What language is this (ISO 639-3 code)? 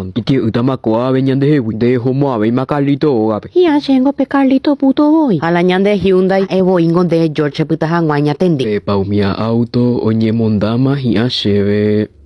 grn